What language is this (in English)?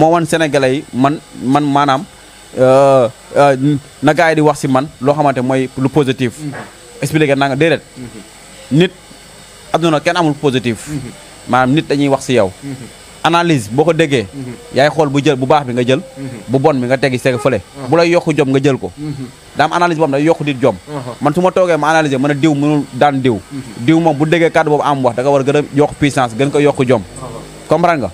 Wolof